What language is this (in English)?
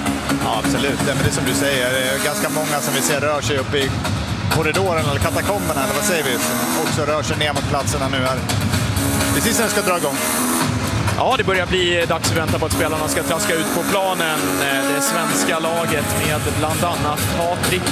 Swedish